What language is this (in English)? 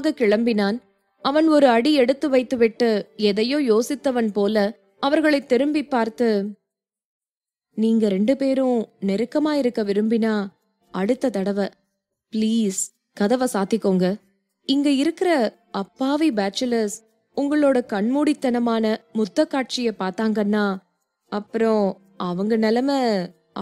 Tamil